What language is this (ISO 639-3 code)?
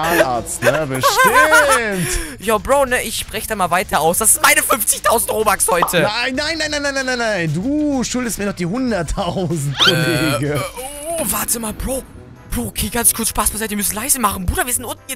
deu